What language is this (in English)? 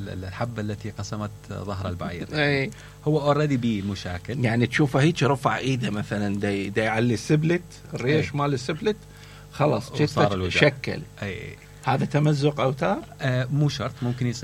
Mesopotamian Arabic